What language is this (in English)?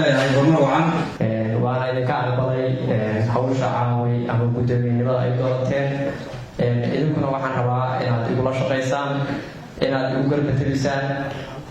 Somali